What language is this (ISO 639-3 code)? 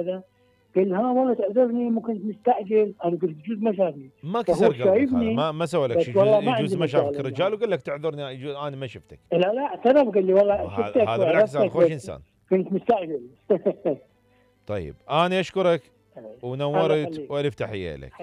acm